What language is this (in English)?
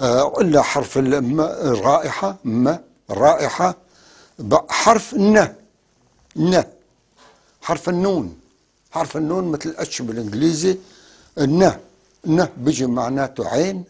North Levantine Arabic